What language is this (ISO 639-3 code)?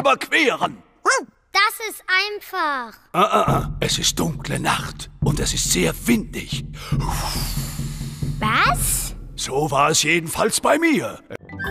deu